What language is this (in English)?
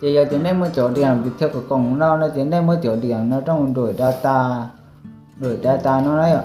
Hmong